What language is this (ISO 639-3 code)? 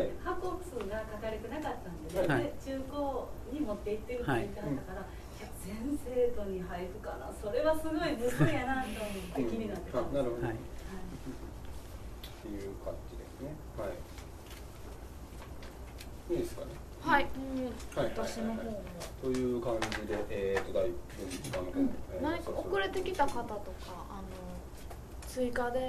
jpn